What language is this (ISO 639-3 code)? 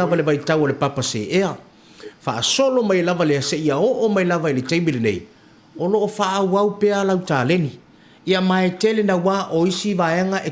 smo